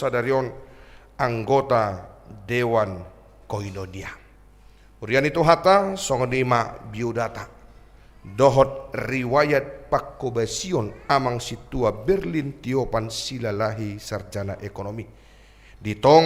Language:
Batak Toba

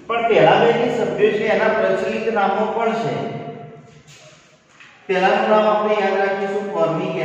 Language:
Gujarati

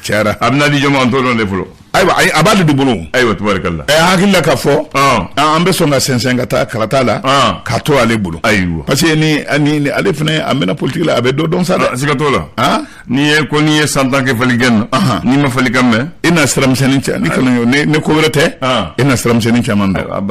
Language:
Bambara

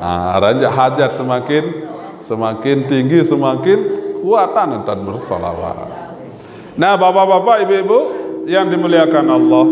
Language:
Sasak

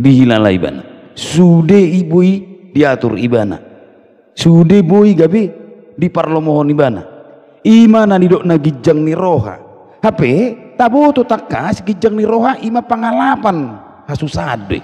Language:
Batak Toba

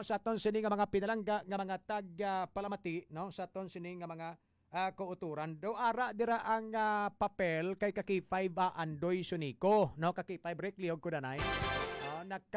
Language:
Hiligaynon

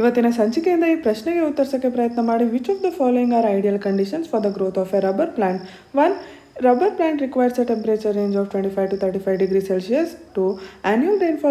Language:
Kannada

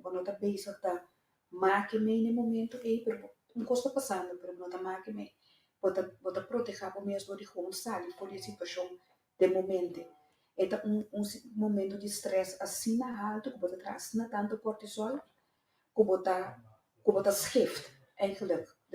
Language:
Papiamento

